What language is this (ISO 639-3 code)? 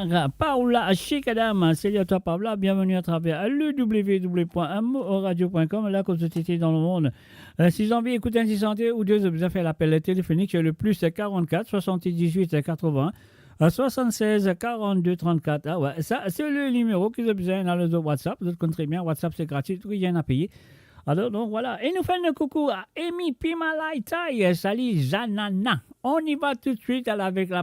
mfe